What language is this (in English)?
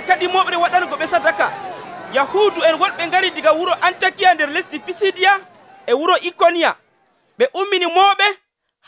Nigerian Fulfulde